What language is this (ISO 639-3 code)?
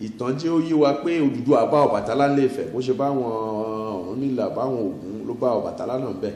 yor